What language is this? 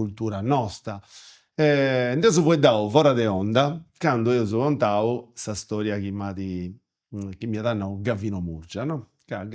Sardinian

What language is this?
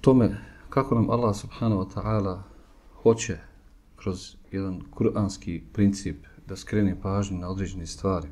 Bosnian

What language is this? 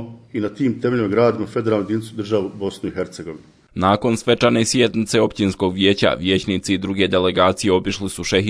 Bosnian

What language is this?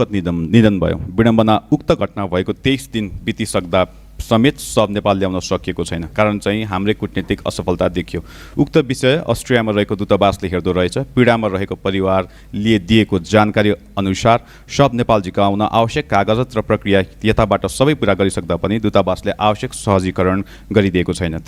Nepali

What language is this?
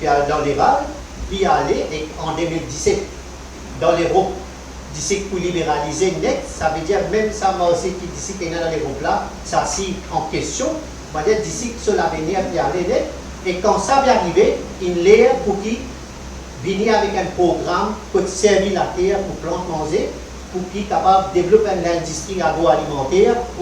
Morisyen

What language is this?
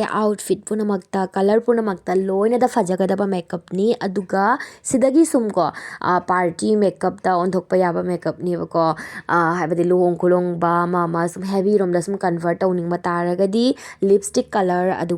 Manipuri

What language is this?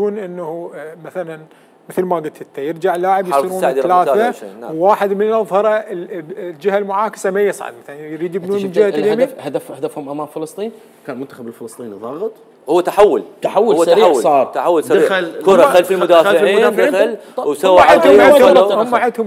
Mesopotamian Arabic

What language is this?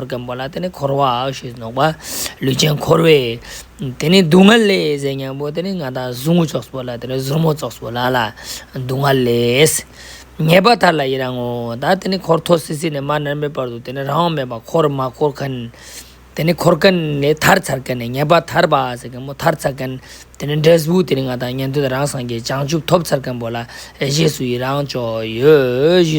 Ladakhi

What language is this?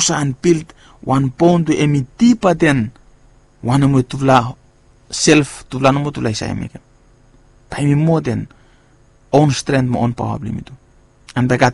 Bislama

